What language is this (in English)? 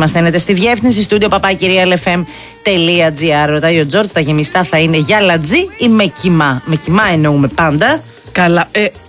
Greek